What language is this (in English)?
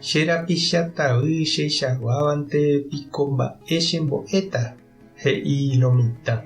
Guarani